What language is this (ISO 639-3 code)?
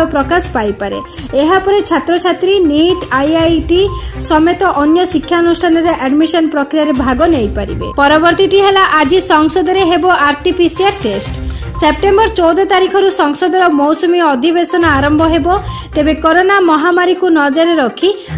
ori